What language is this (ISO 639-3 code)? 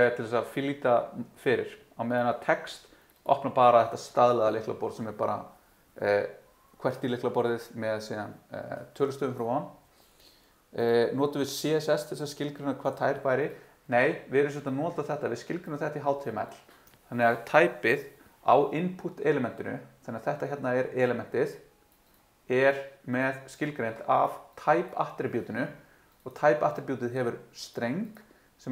isl